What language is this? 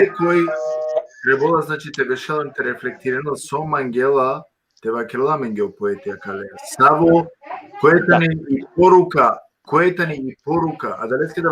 Balkan Romani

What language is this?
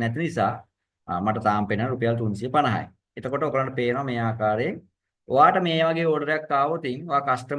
Sinhala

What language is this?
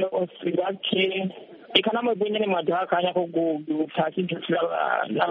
Kinyarwanda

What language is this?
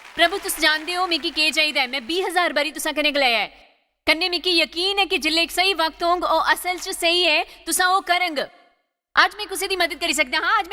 Dogri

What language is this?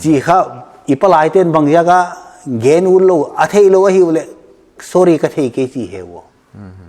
Paite Chin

